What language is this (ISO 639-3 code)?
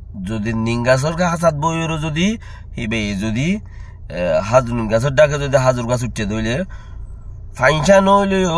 rhg